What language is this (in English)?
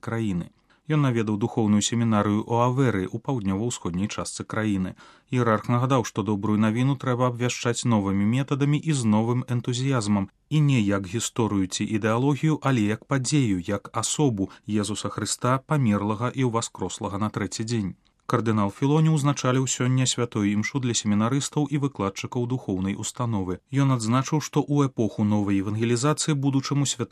Belarusian